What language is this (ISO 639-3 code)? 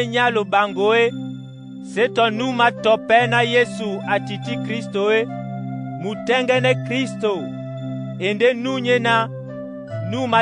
dua